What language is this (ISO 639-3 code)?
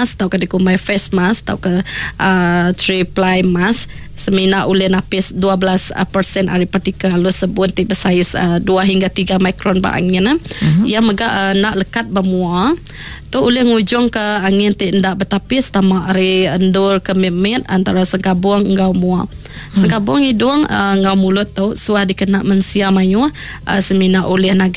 iba